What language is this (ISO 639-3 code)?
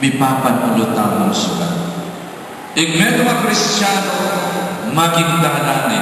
pam